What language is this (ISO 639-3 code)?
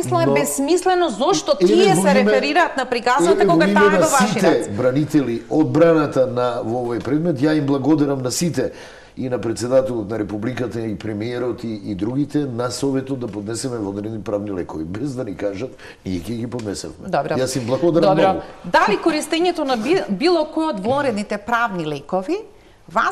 mkd